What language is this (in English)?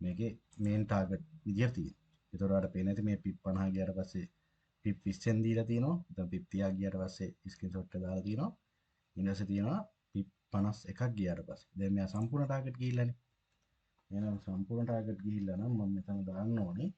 Sinhala